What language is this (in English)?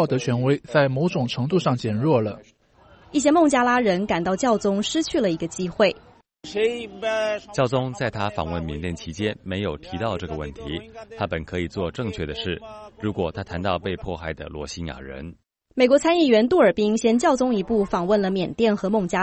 Chinese